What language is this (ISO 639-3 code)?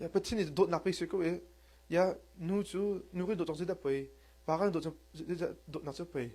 cnh